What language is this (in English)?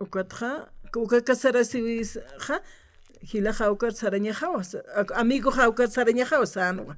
Aymara